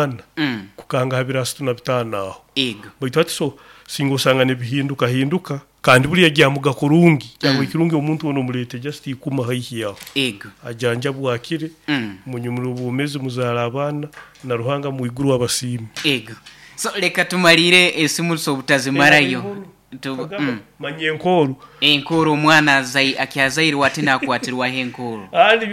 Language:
Nyoro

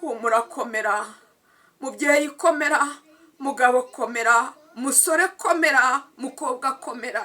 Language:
Kinyarwanda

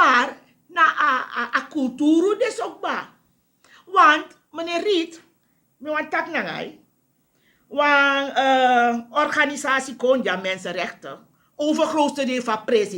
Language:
Sranan Tongo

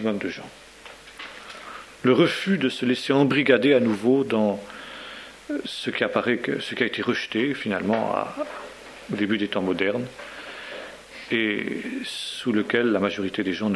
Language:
French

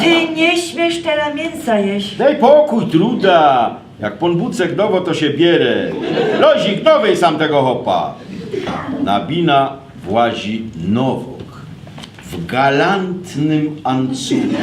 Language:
Silesian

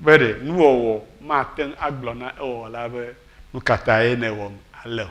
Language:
Ewe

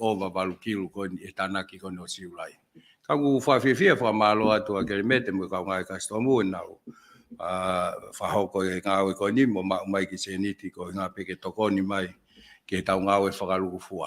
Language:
Tongan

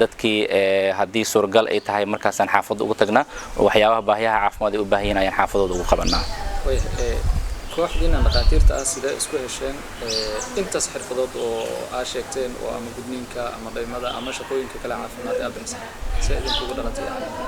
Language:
Somali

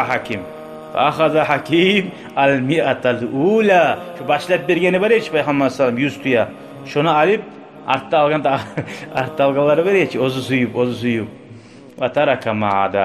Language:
Kumyk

